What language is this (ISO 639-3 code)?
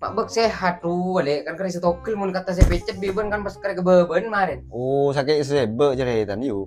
mad